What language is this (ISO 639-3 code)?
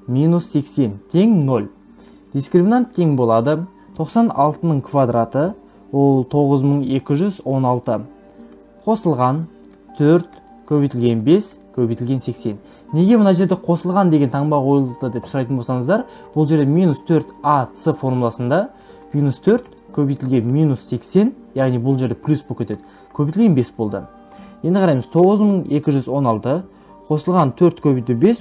kaz